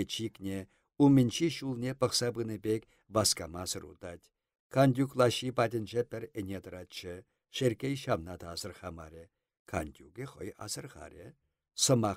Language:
Chuvash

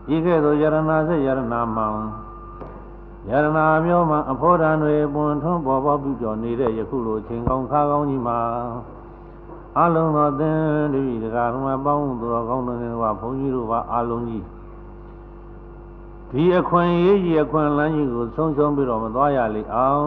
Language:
Burmese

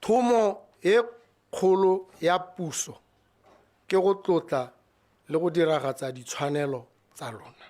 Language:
Tswana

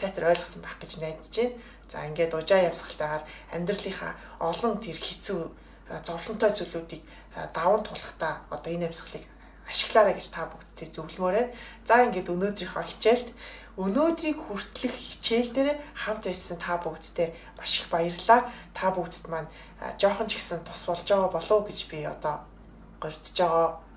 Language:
Mongolian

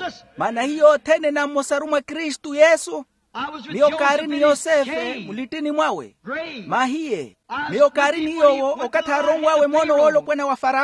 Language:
Makhuwa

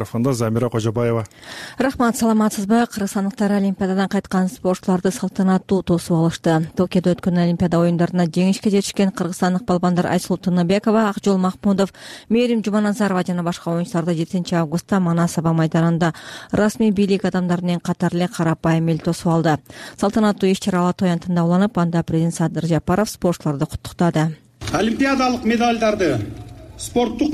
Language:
Kyrgyz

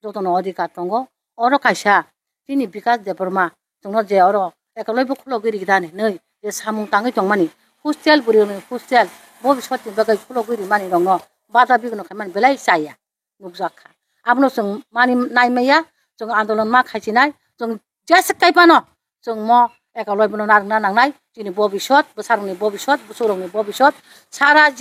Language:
Kok Borok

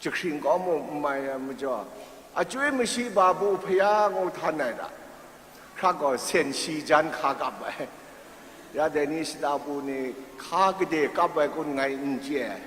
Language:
Kachin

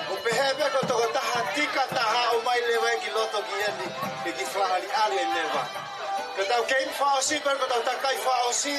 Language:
Tongan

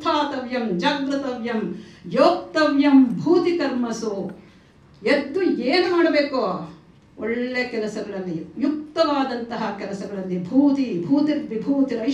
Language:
Kannada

